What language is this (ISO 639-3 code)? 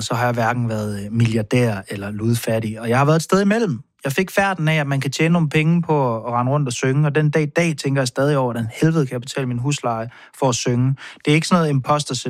dan